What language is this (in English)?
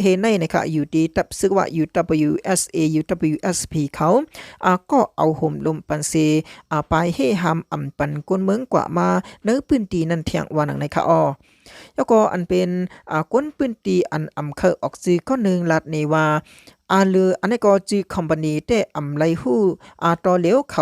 Shan